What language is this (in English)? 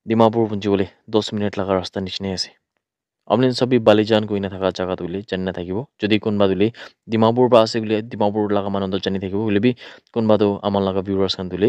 Naga Pidgin